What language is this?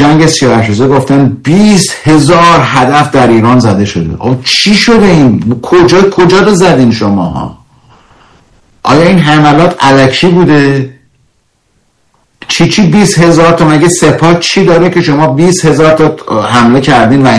Persian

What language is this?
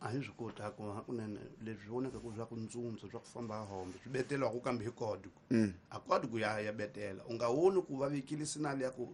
Tsonga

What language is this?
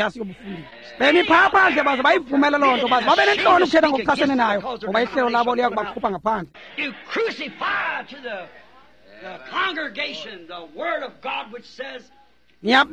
Xhosa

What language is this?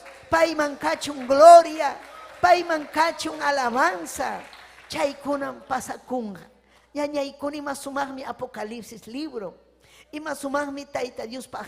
Ayacucho Quechua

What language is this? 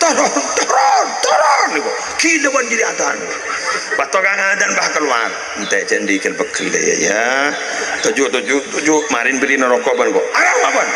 Madurese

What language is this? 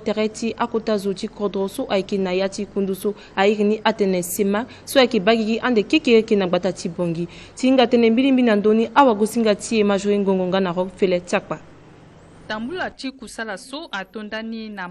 Sango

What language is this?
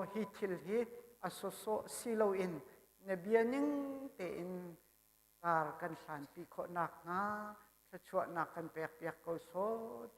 Hakha Chin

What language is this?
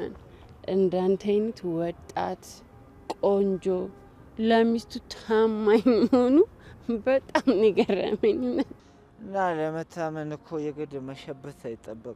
Amharic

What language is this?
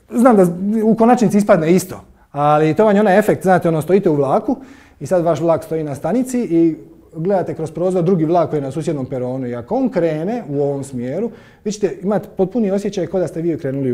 Croatian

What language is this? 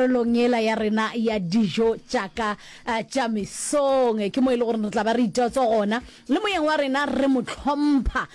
Northern Sotho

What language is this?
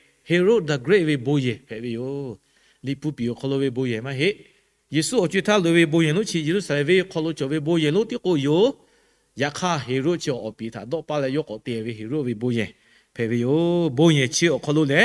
Lahu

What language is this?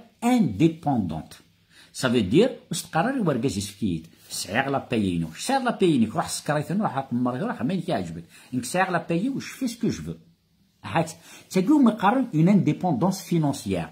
Kabyle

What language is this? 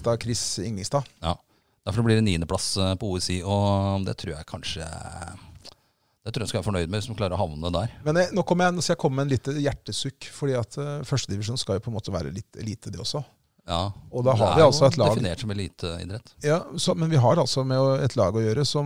Norwegian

